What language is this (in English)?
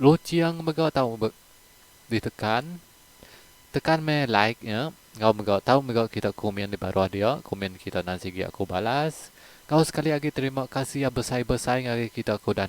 Iban